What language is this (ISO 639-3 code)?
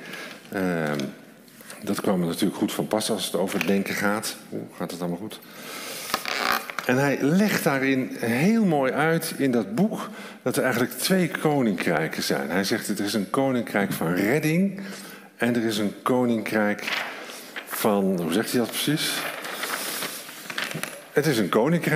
nld